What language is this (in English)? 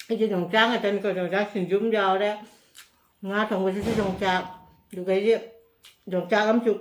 Manipuri